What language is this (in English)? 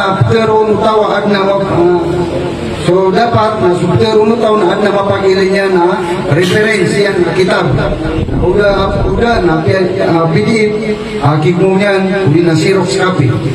Maranao